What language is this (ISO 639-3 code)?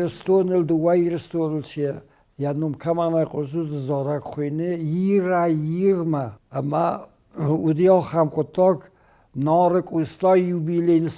oss